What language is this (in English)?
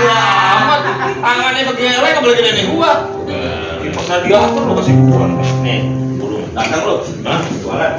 Betawi